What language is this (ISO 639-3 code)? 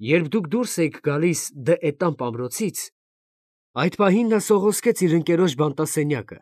hye